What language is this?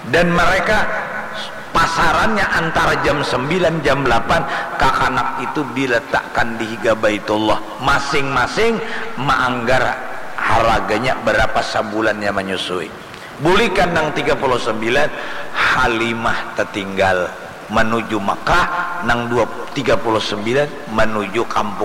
Banjar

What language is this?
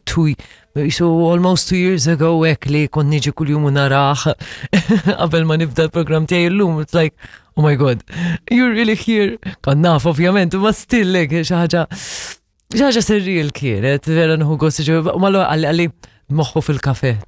Maltese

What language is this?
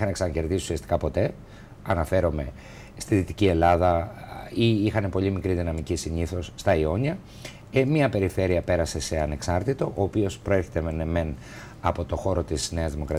Greek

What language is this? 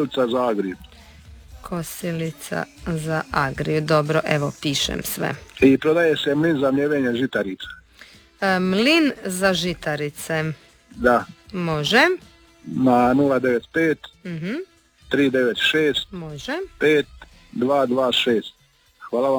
Croatian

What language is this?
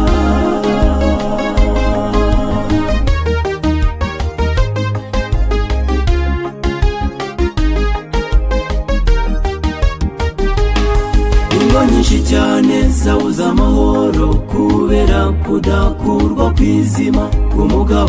Kinyarwanda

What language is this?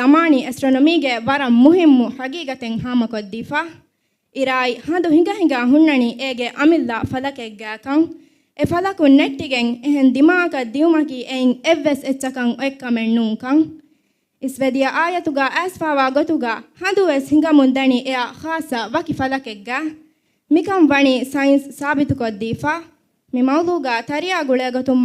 Divehi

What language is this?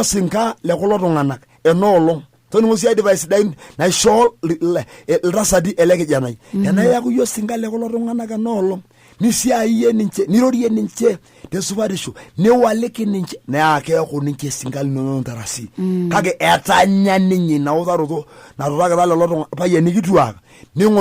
Masai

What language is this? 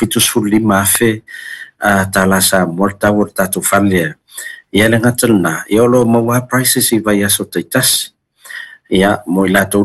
Samoan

